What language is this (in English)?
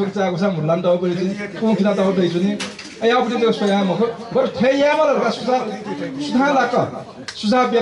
Newari